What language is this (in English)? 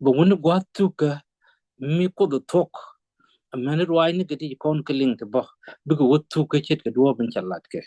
Nuer